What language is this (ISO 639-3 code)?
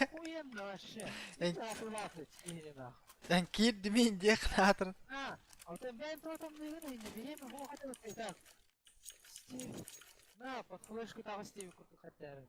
sah